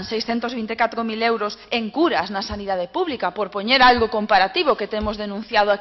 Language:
Galician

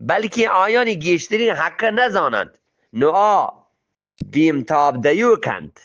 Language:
Eastern Balochi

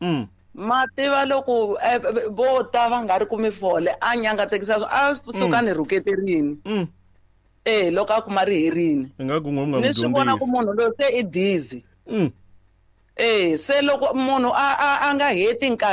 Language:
Tsonga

